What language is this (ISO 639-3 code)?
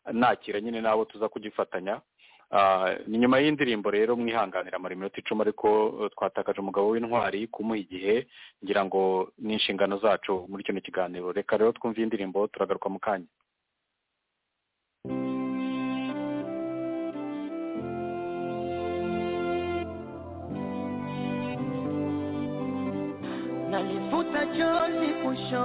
kin